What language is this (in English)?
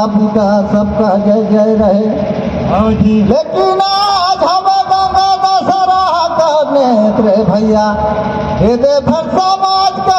Surgujia